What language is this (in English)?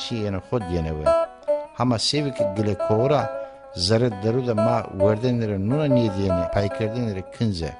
Zaza